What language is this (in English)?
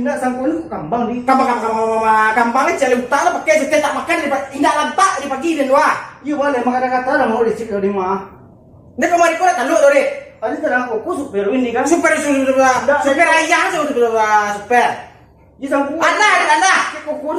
Minangkabau